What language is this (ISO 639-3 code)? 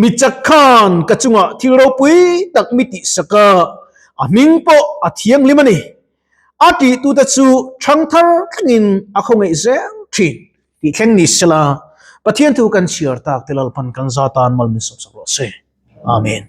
lus